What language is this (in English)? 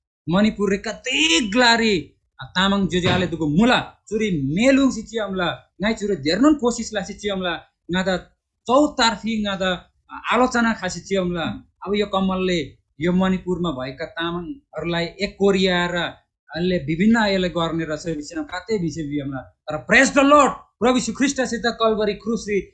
Eastern Tamang